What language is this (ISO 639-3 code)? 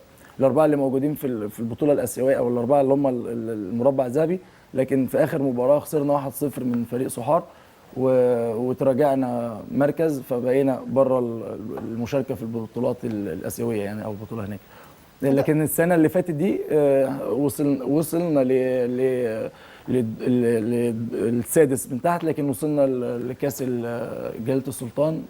arz